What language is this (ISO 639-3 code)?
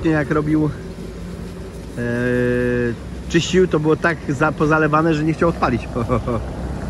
pol